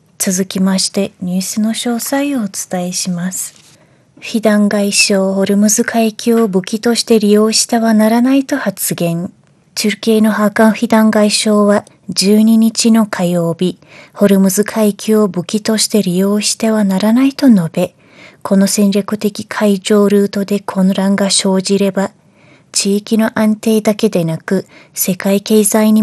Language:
Japanese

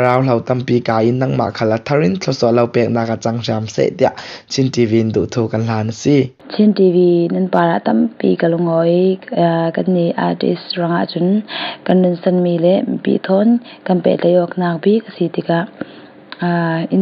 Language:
Falam Chin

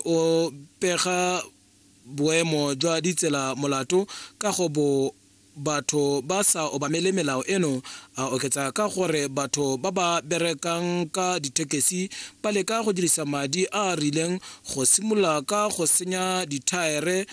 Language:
Tswana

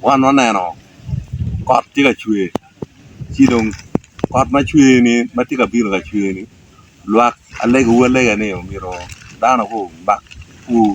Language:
Acoli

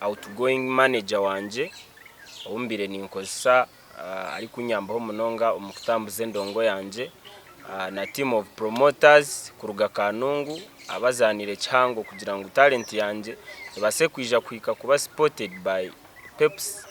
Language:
Nyankole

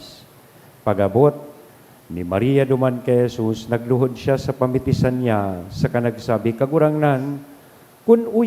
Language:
Bikol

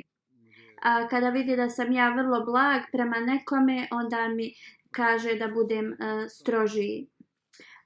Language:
Bosnian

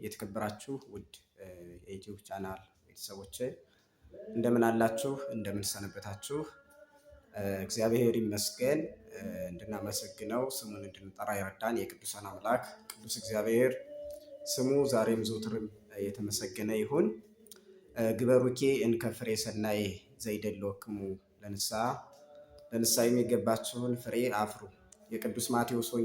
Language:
Amharic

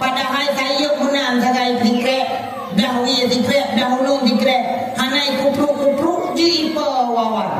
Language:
Achinese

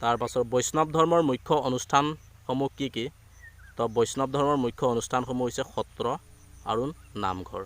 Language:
Assamese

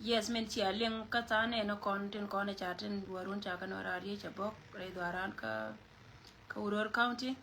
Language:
Nuer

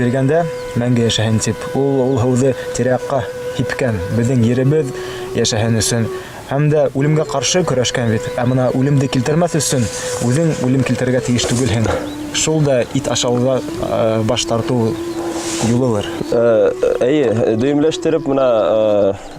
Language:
Bashkir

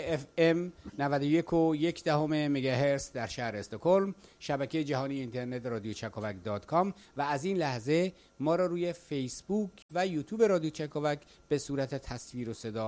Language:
Persian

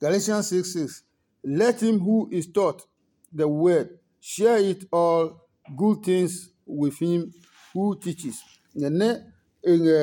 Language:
Adangme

